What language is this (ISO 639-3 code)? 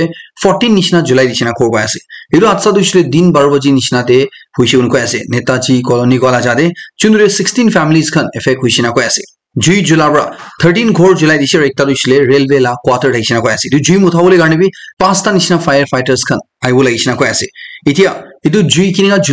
nag